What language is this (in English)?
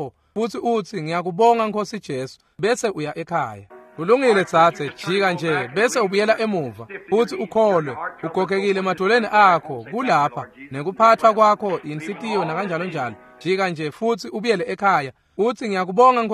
Swati